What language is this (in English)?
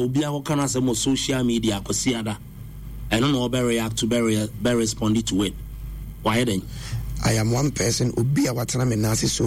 Akan